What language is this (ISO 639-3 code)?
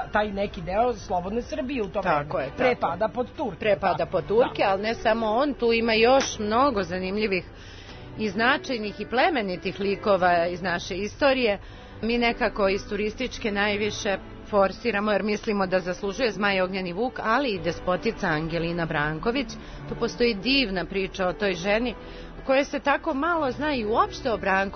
srp